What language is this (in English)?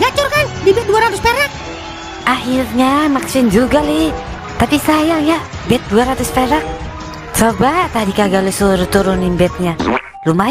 Betawi